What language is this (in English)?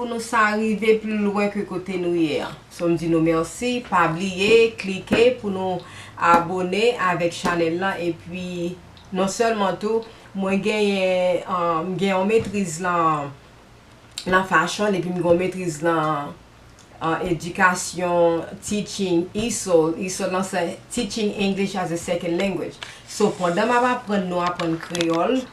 Haitian Creole